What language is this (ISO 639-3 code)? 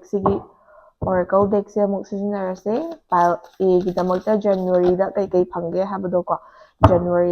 mni